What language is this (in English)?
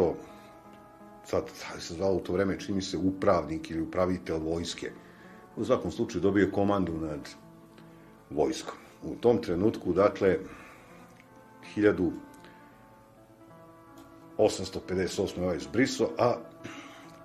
Serbian